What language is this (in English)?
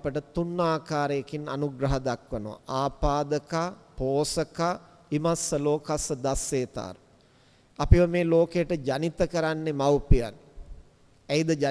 Sinhala